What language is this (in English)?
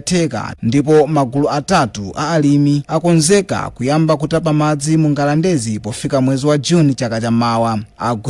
Nyanja